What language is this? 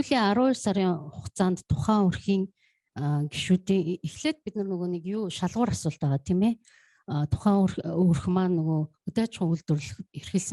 Mongolian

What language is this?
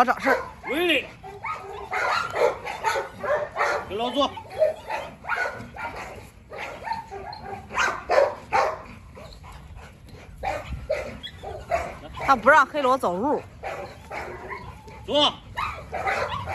Chinese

